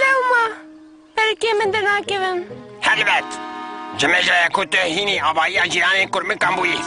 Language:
Kurdish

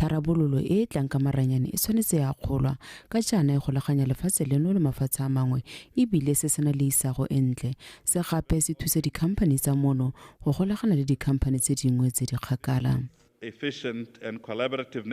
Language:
Tswana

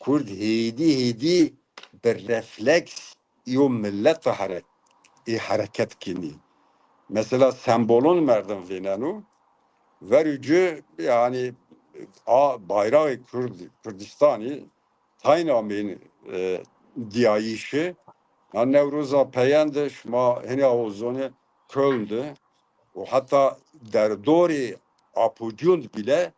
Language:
Zaza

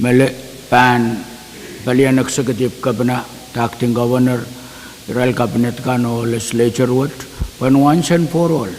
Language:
Pohnpeian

